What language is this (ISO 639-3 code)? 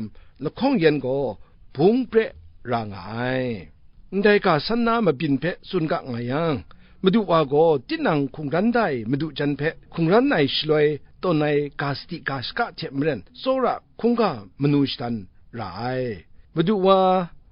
kac